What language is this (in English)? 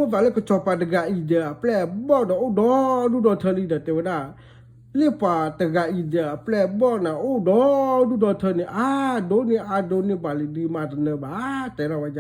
S'gaw Karen